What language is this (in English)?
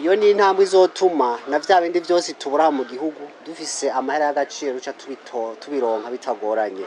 Rundi